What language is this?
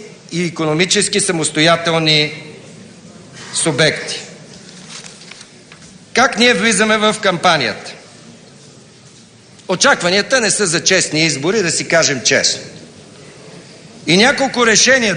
Bulgarian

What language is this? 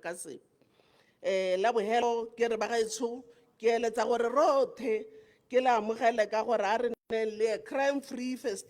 Tswana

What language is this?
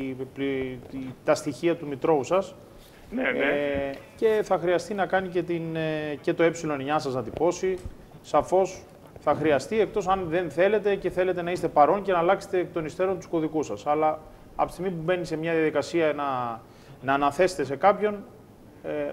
Greek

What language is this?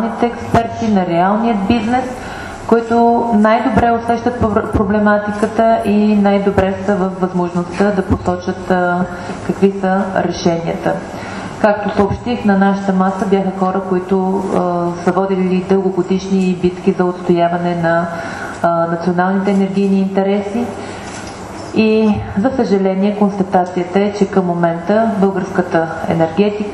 Bulgarian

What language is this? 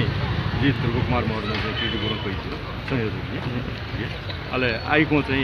Newari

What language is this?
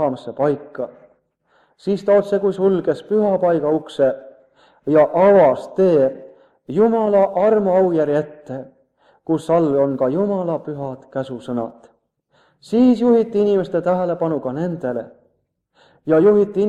Estonian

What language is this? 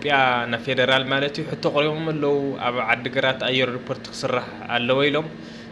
Tigrinya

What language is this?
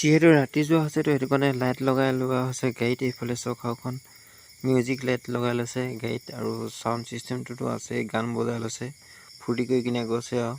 Assamese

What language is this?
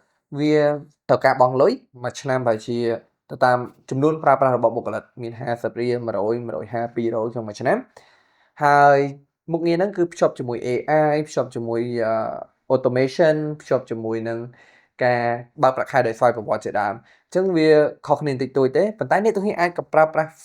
Khmer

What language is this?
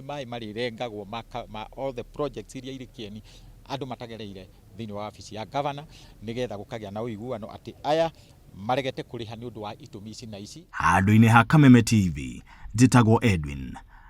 Kikuyu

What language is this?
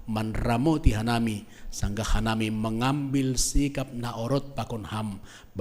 Batak Simalungun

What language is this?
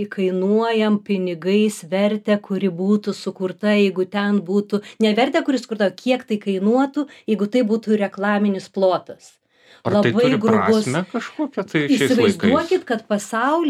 Lithuanian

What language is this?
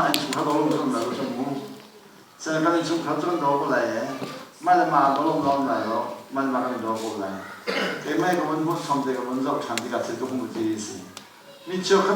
Hakha Chin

